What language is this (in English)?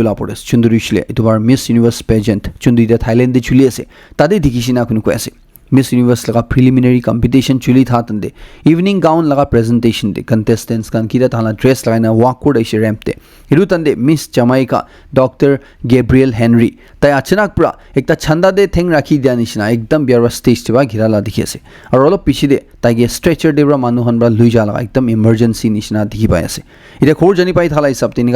Naga Pidgin